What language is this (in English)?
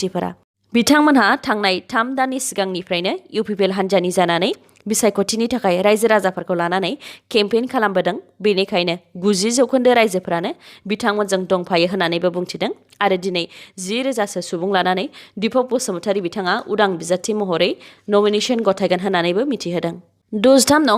Bodo